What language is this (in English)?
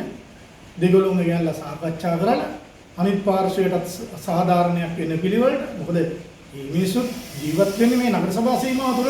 Sinhala